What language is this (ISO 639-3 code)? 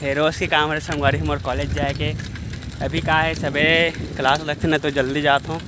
hne